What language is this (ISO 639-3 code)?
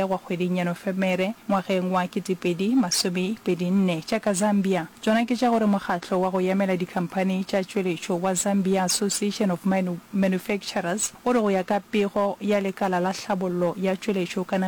nso